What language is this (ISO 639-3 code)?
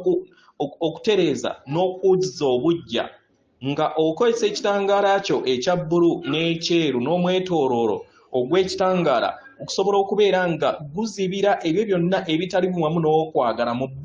lug